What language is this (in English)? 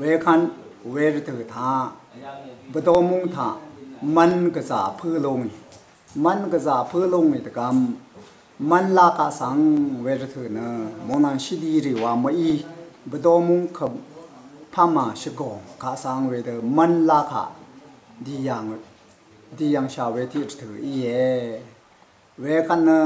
Rawang